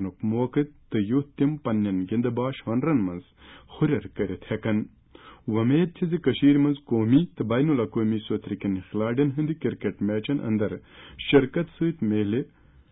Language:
Kashmiri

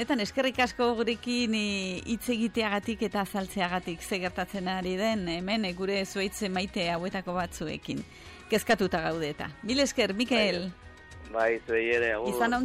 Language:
Basque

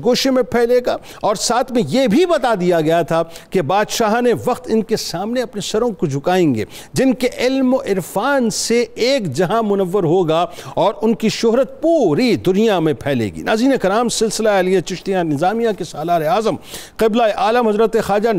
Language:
Urdu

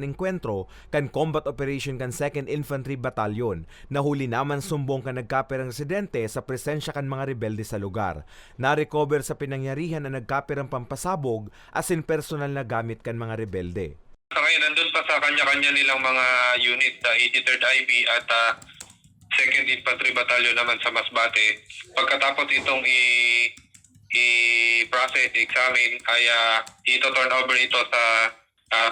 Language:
Bikol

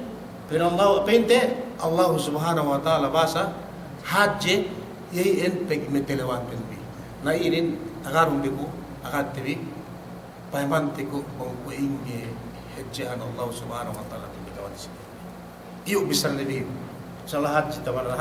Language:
Yakan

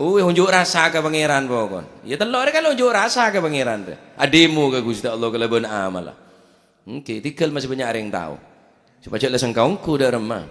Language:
Madurese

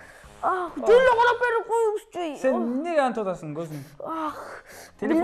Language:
Kyrgyz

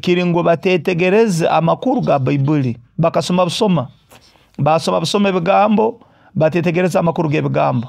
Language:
Nyoro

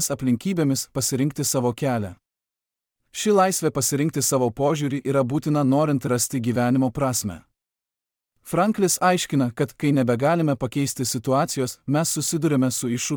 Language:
Lithuanian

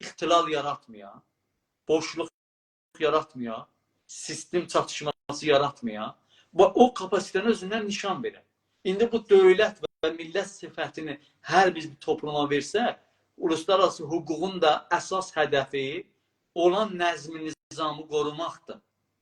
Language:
South Azerbaijani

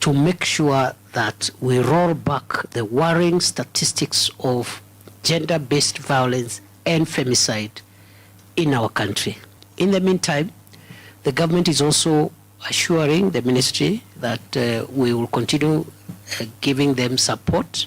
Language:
Kamba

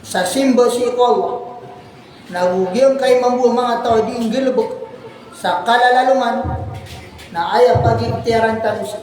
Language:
Maranao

